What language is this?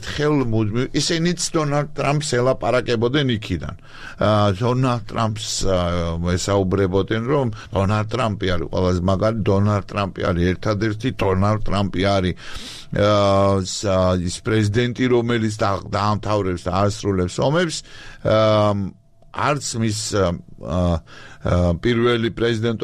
Georgian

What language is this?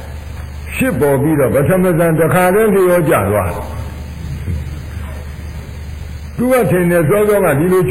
Burmese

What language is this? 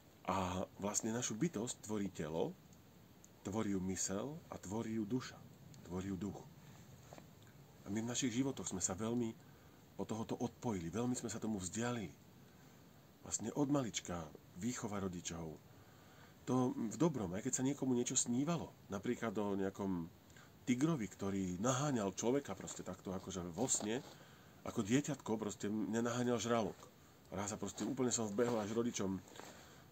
Slovak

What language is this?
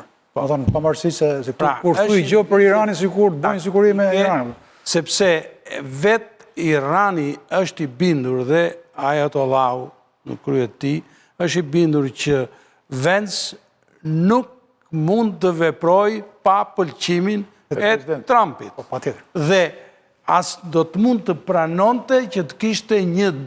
Albanian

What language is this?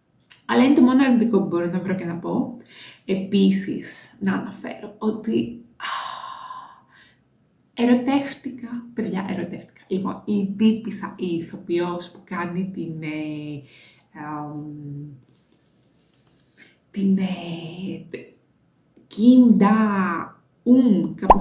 Greek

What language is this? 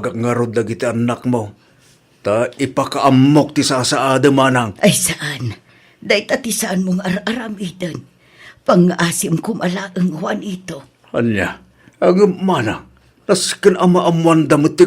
Iloko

